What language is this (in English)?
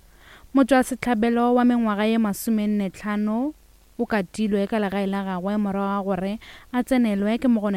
Northern Sotho